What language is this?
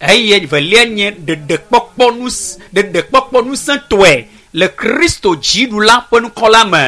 Ewe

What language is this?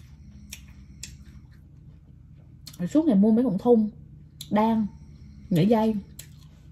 Vietnamese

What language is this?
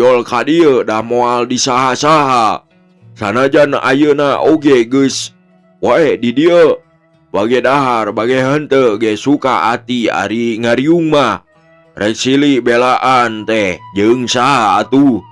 Sundanese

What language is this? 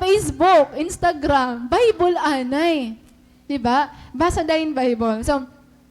Waray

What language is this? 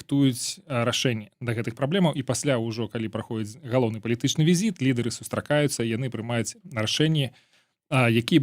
Belarusian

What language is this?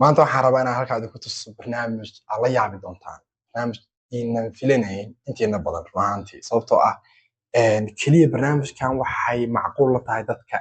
Somali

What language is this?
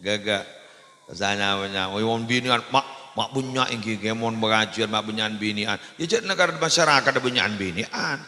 Madurese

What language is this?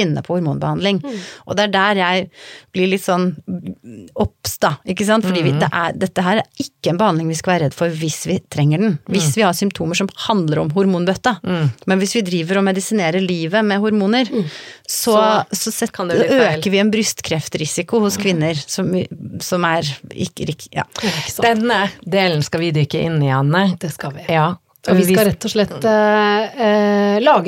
Norwegian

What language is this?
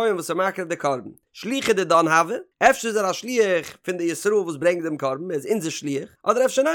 Yiddish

